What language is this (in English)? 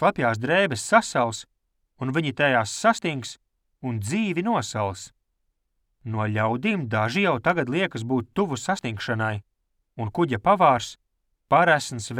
Latvian